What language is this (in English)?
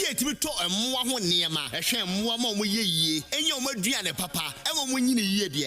Akan